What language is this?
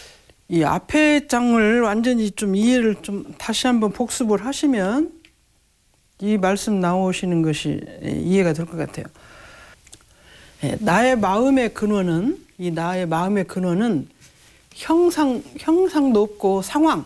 Korean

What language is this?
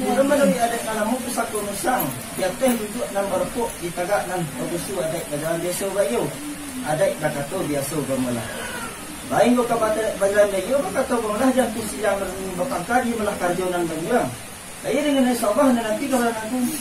Minangkabau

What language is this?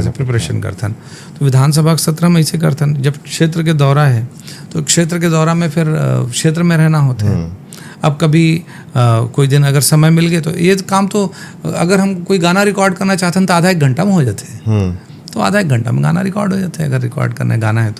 Chhattisgarhi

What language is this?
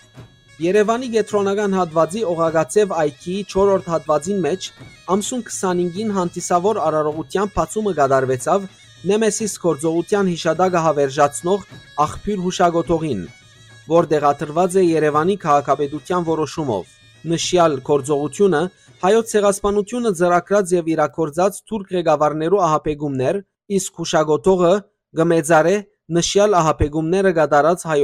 Western Armenian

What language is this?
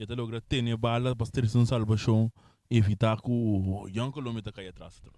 Papiamento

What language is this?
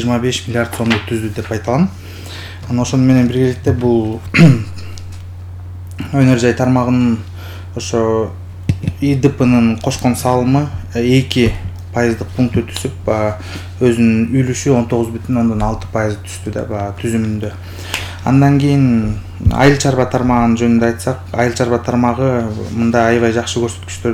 Kyrgyz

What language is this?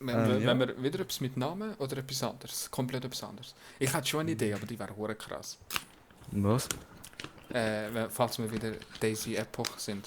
Swiss German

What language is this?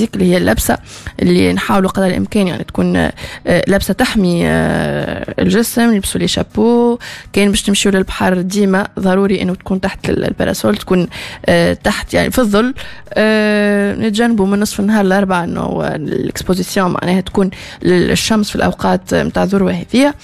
Tunisian Arabic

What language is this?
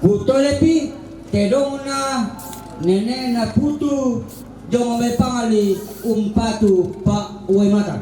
Toraja-Sa'dan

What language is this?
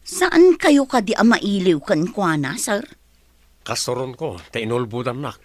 Iloko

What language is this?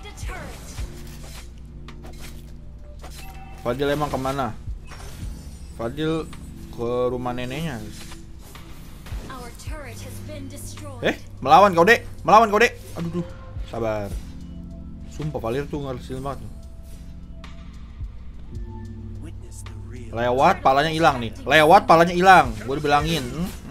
Indonesian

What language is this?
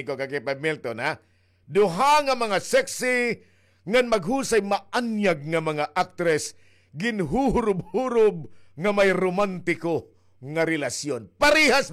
Waray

